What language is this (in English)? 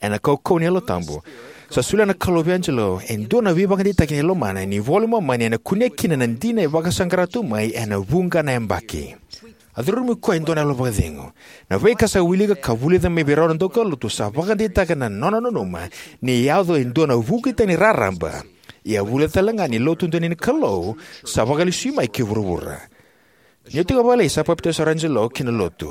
Fijian